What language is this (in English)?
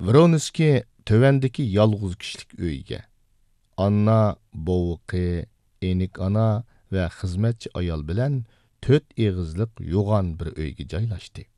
Uyghur